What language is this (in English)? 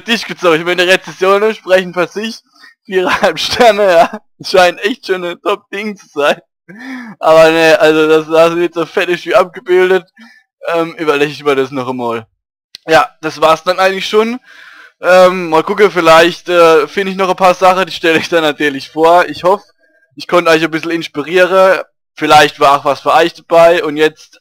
Palatine German